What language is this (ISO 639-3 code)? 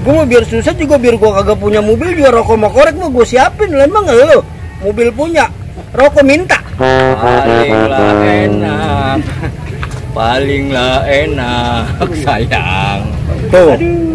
bew